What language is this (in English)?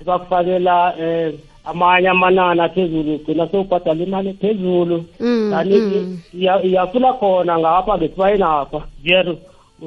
South Ndebele